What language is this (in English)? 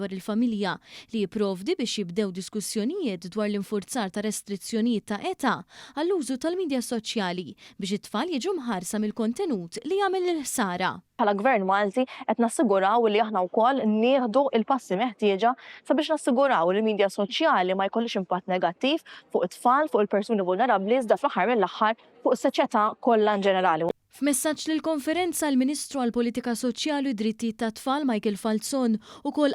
Maltese